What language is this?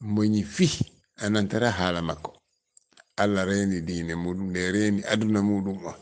Fula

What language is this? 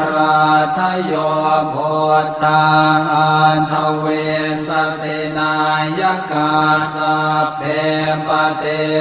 Pali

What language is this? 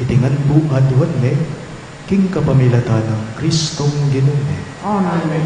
Pampanga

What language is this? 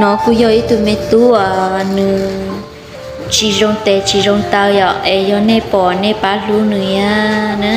Hmong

